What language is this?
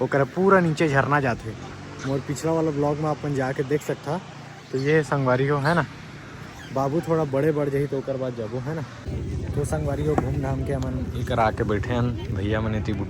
Chhattisgarhi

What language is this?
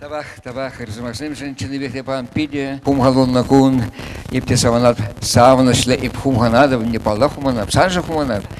Chuvash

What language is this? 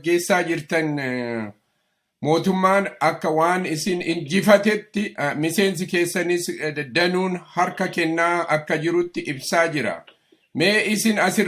Oromo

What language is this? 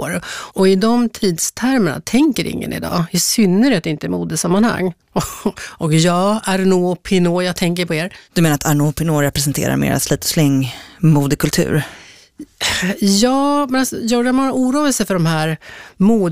Swedish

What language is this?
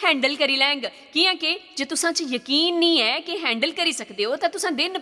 Dogri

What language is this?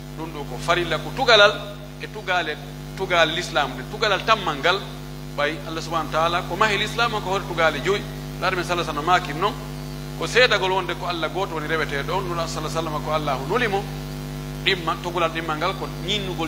Pular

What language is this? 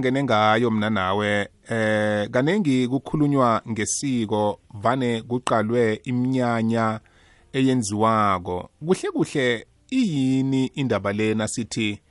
South Ndebele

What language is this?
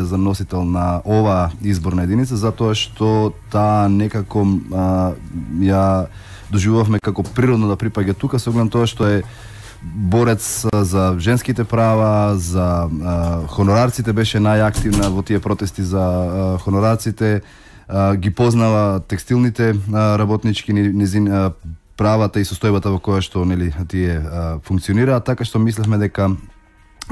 Macedonian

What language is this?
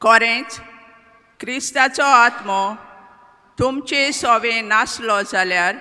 Konkani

